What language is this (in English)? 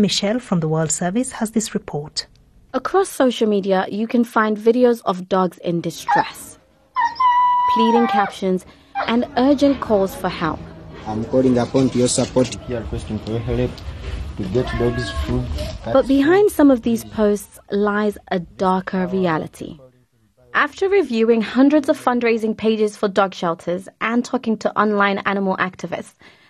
English